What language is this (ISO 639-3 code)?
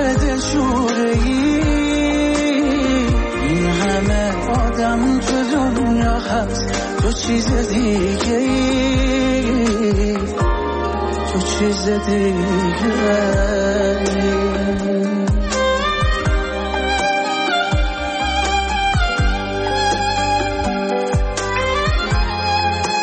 fas